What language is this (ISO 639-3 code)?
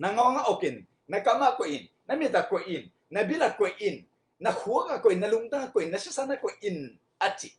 ctd